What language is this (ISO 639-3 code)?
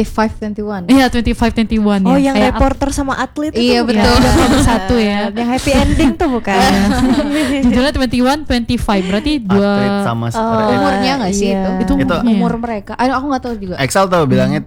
ind